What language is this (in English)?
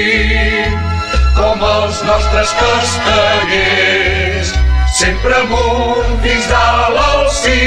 Catalan